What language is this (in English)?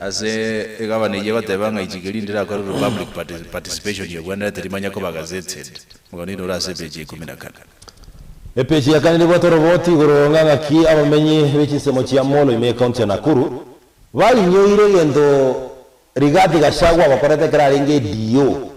Gusii